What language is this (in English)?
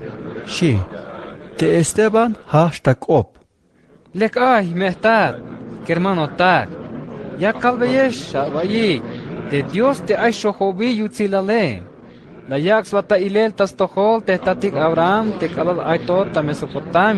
Tzeltal